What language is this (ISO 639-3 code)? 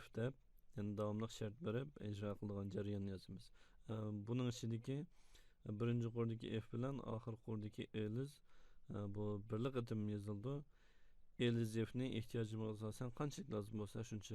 uig